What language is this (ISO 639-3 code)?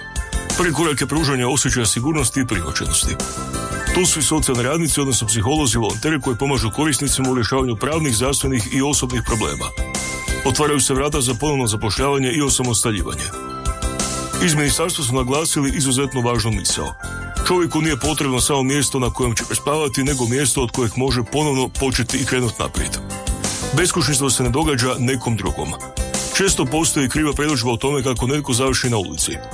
hrv